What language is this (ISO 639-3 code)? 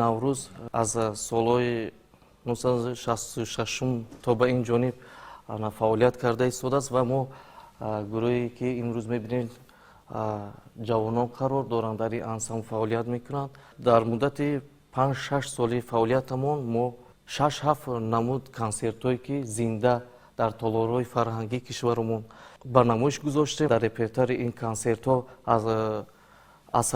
tgk